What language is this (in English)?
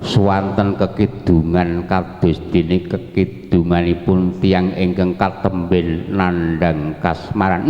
Javanese